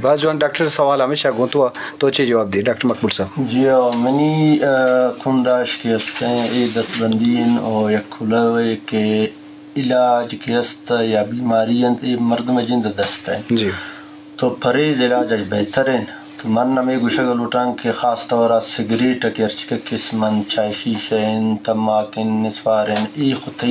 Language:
Baluchi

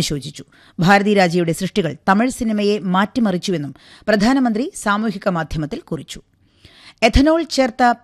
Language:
Malayalam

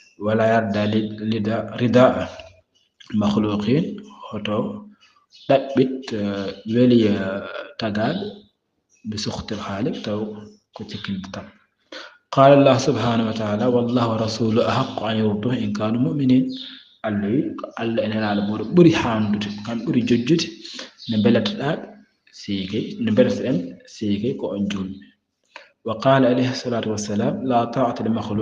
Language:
Fula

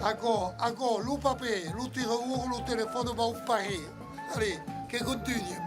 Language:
Occitan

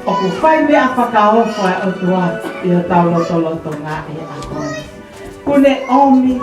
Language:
Tongan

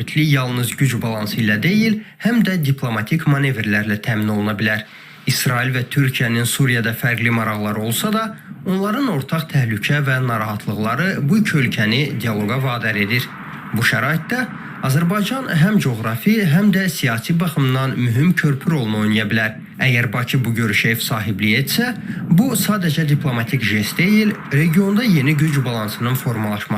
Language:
Azerbaijani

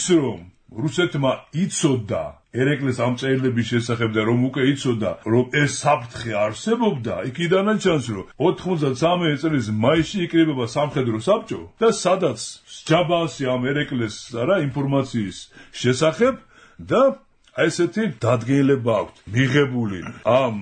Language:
Georgian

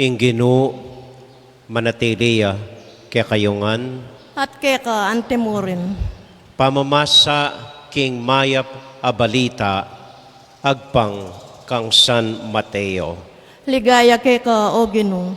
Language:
Pampanga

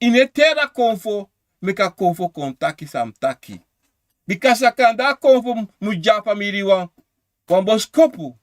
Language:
Sranan Tongo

